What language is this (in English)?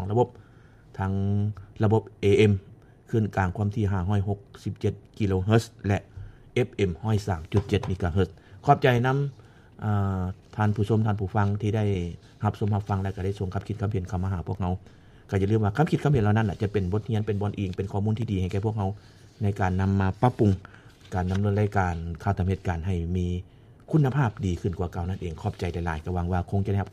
Lao